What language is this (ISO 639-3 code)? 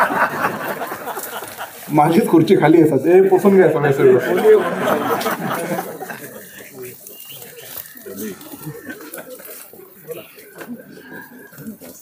mar